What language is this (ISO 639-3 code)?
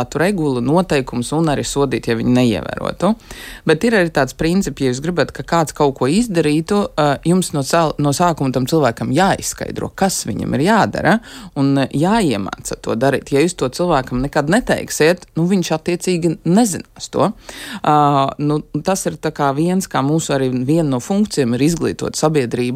lav